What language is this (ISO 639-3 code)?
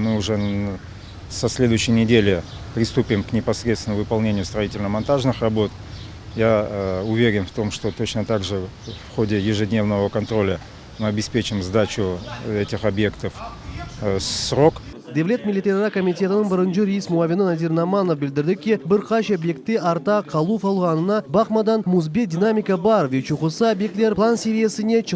crh